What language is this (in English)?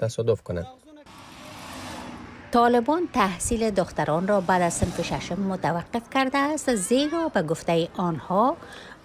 Persian